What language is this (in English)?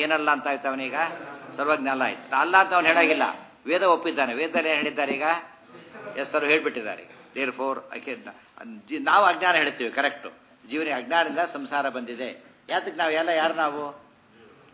Kannada